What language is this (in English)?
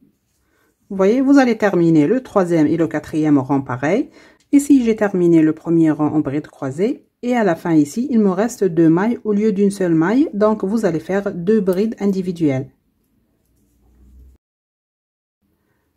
French